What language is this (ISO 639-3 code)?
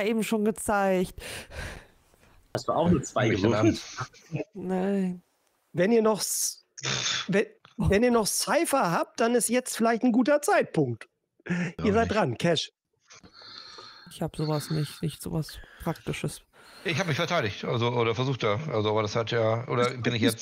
deu